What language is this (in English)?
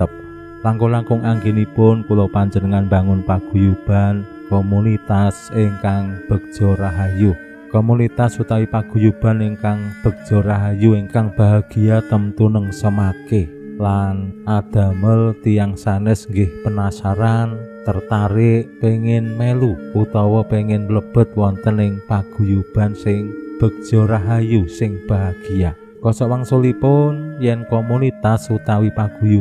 Javanese